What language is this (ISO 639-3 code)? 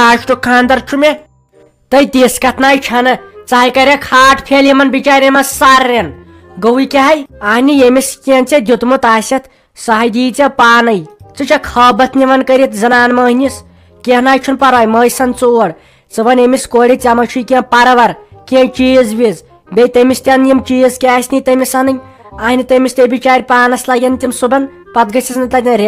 kas